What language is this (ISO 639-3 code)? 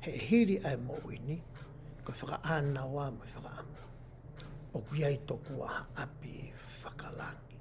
ton